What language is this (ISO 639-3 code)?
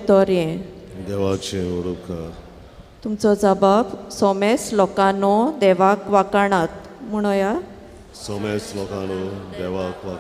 kok